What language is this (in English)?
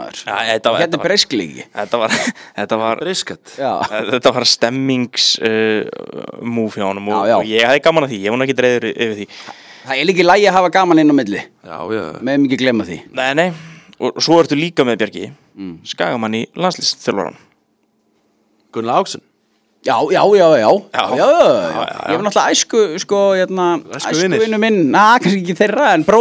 Icelandic